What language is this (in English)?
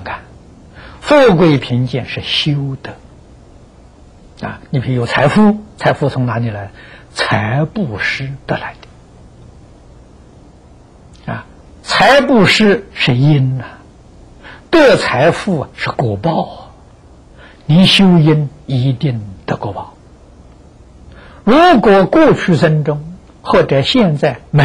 Chinese